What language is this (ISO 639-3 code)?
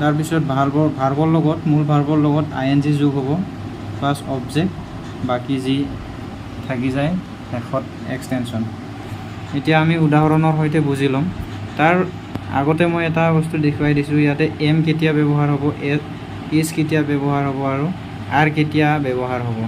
asm